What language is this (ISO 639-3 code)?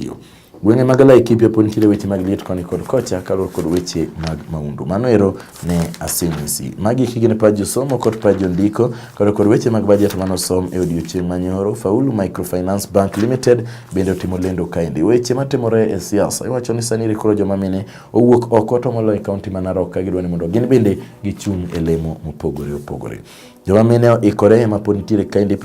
luo